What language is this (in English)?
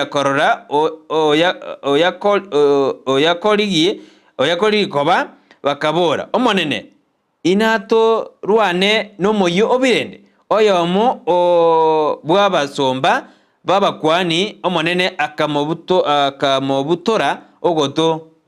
Gusii